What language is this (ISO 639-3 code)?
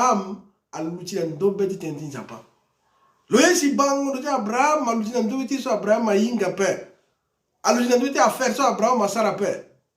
sag